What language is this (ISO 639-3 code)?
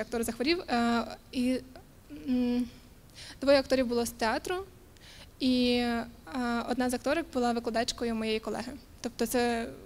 ukr